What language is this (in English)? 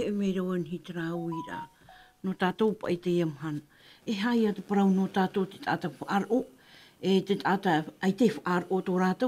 Tahitian